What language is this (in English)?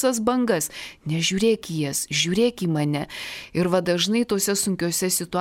Lithuanian